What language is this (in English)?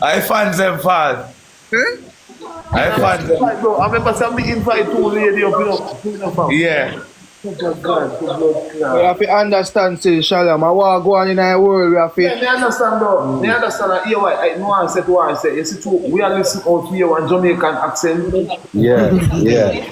Jamaican Creole English